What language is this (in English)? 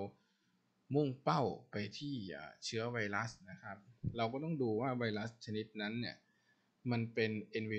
Thai